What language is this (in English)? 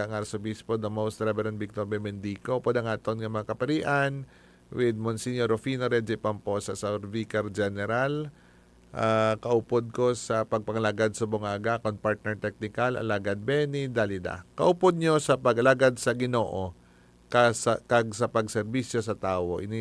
Hiligaynon